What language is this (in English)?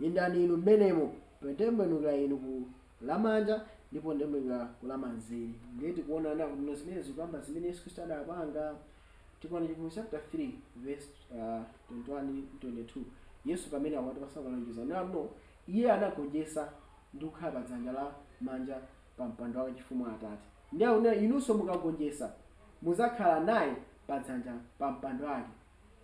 Nyanja